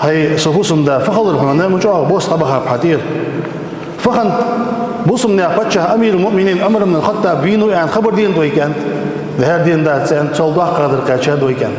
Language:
Ingush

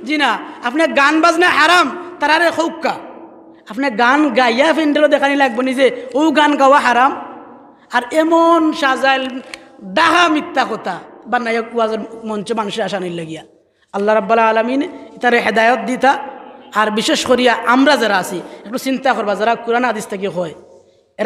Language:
Sylheti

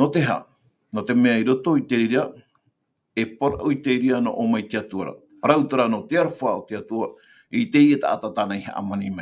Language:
Tahitian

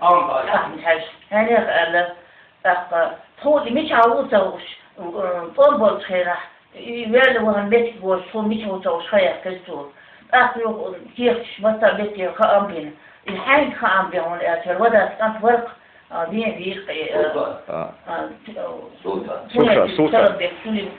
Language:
Chechen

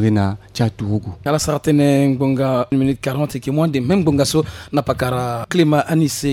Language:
Sango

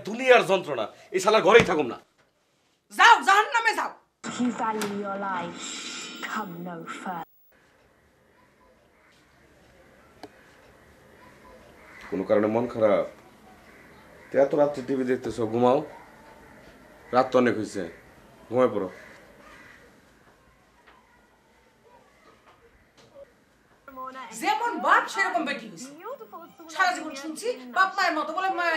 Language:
Bangla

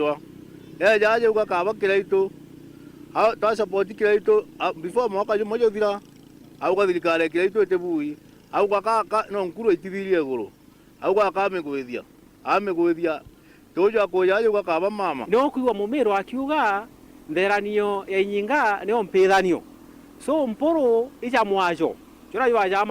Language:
Meru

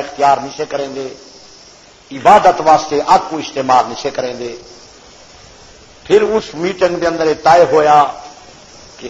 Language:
Urdu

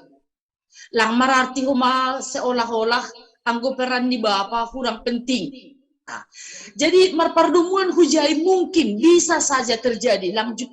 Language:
Batak Simalungun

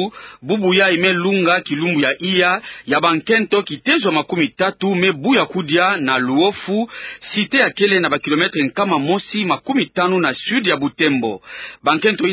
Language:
Kituba (Democratic Republic of Congo)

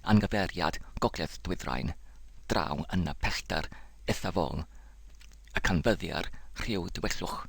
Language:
Welsh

